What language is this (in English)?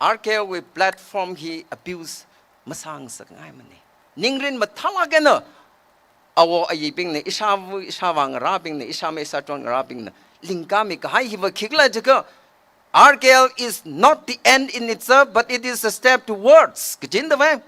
Tangkhul Naga (India)